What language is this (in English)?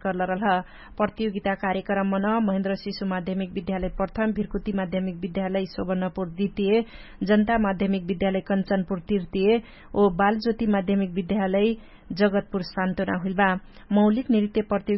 Dangaura Tharu